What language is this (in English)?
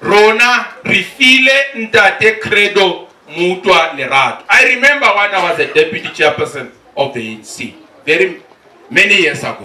Tswana